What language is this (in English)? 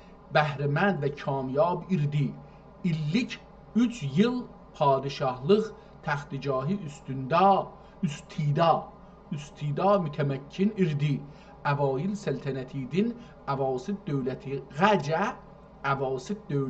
South Azerbaijani